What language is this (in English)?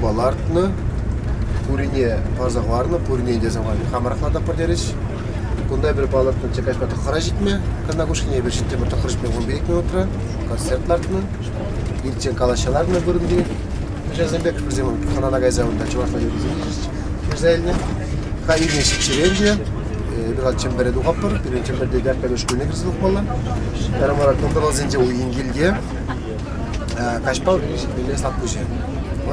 Chuvash